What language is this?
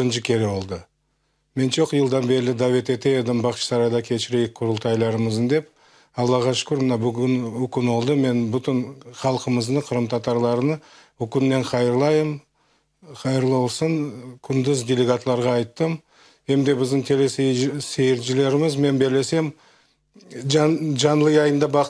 Crimean Tatar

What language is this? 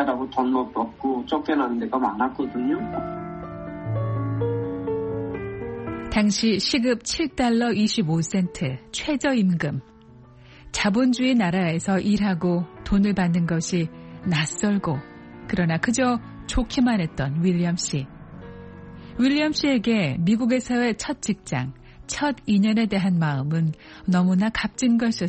Korean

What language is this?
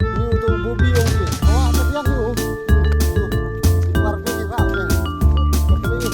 Khasi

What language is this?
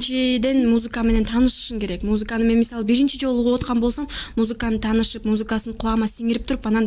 Kyrgyz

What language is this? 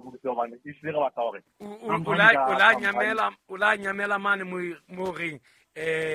Southern Sotho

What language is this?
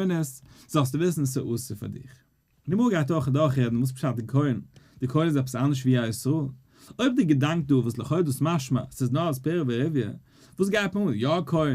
Yiddish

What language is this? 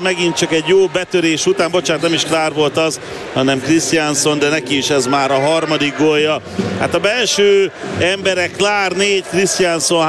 Hungarian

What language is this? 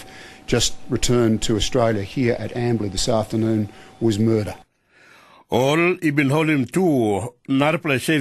Tok Pisin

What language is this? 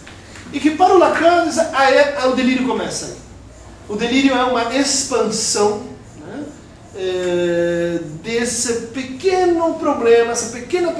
Portuguese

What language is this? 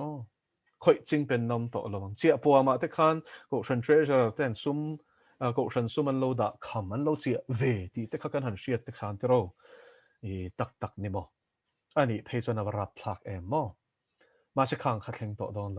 Mizo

